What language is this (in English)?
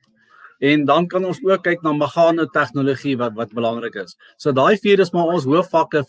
Afrikaans